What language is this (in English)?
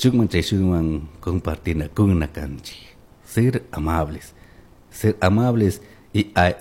Chimborazo Highland Quichua